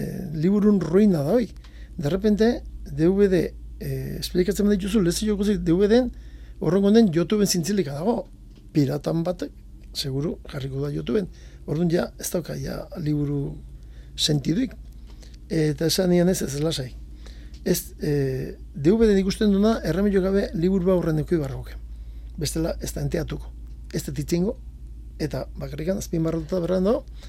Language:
Basque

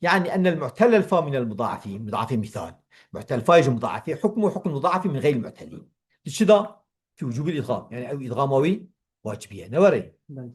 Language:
Kurdish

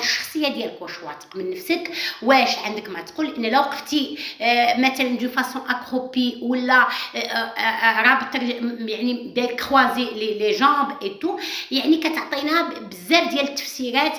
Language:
Moroccan Arabic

